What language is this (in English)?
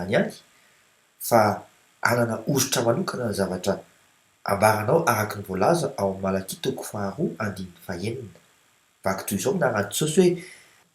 Malagasy